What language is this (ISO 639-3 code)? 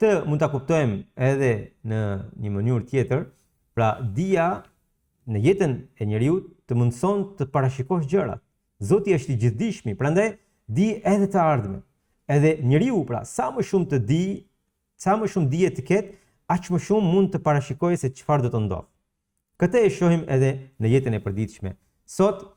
sqi